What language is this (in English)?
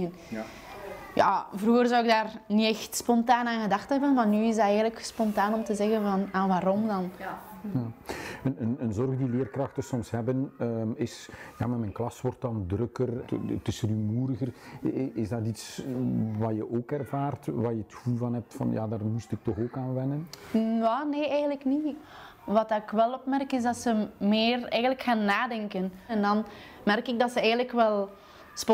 Dutch